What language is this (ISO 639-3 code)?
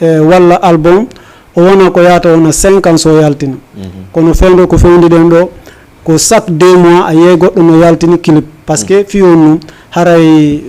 ful